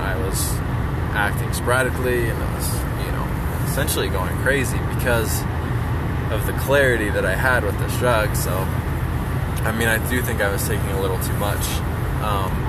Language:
English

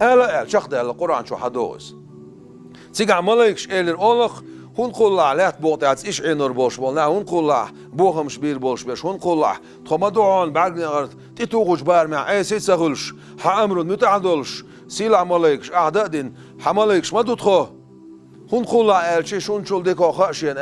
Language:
Chechen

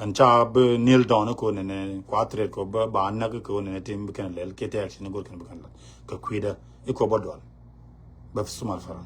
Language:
Nuer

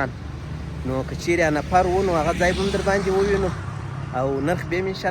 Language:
Pashto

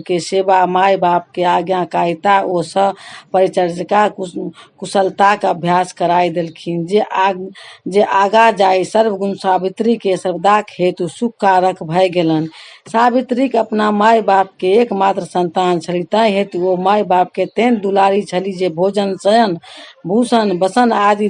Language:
Maithili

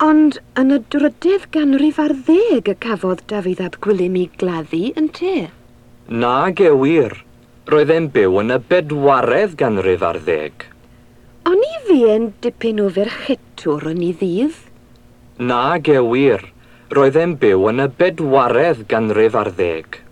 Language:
Welsh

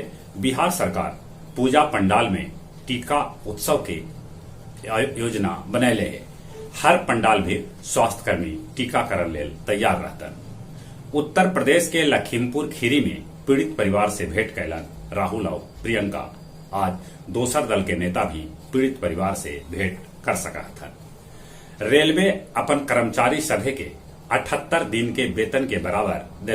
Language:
Magahi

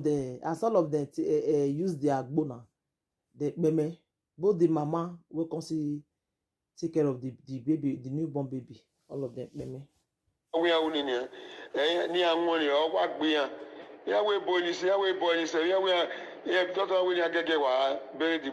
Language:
Nigerian Pidgin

